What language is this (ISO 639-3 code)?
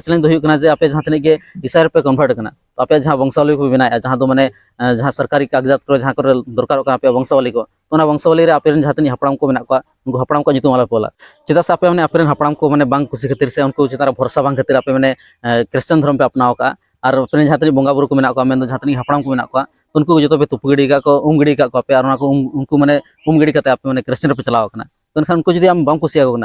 sat